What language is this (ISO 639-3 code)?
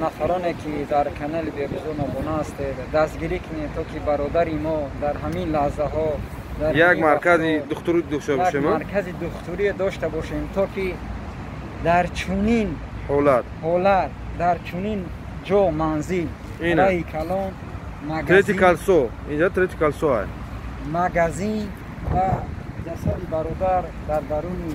tgk